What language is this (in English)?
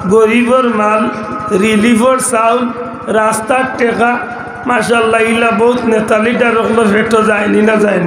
Sylheti